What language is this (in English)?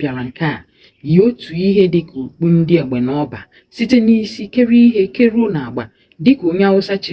Igbo